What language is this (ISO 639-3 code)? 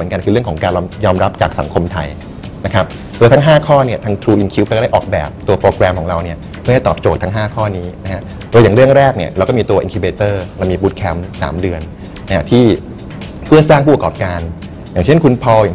tha